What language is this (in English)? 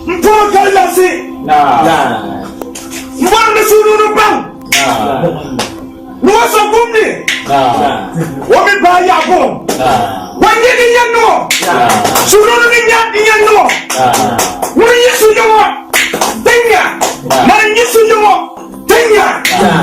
Dagbani